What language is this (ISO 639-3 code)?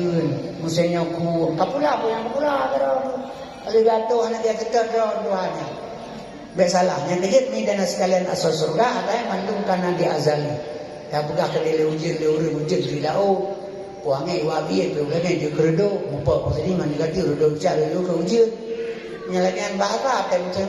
ace